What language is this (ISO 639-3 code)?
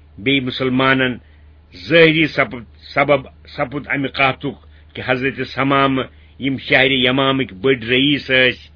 kas